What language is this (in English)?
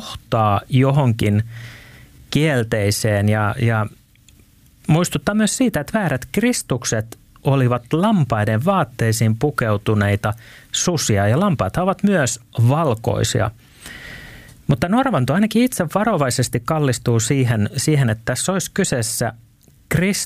Finnish